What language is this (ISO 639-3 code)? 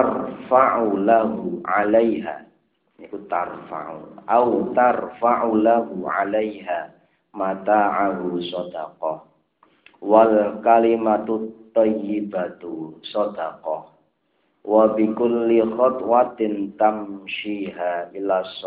jav